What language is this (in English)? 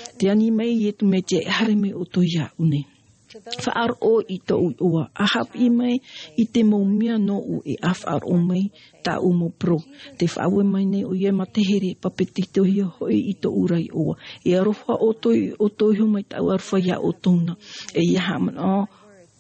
Tahitian